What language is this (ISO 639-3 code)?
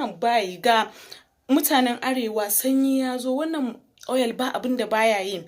hau